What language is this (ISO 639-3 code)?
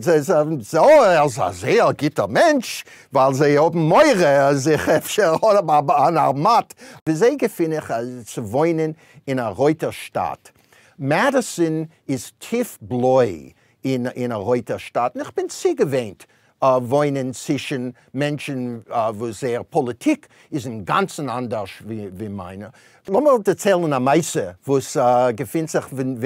yid